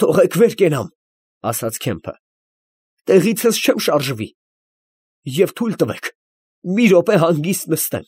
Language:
Armenian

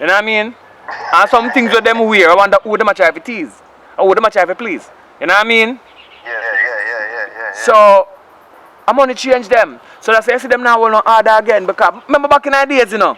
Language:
Jamaican Creole English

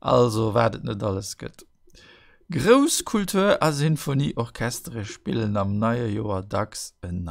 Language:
Luxembourgish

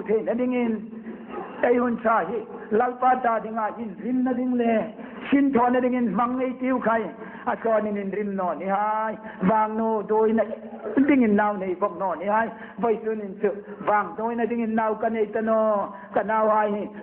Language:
Hmar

